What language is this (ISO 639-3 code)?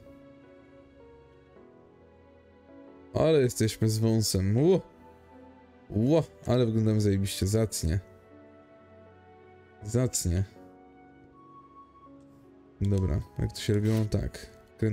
pol